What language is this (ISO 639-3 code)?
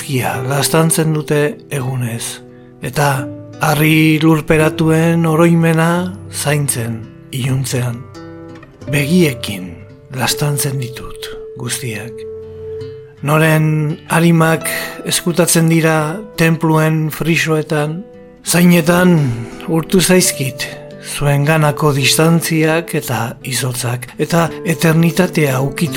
eus